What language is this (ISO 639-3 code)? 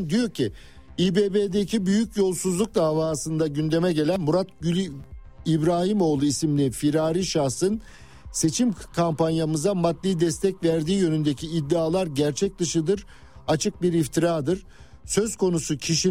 tur